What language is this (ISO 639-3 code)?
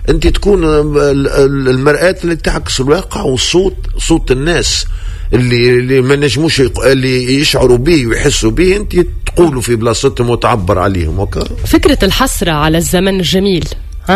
aeb